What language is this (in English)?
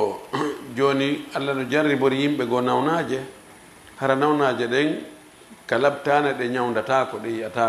Fula